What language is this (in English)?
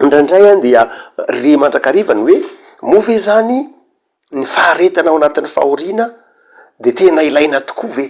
Malagasy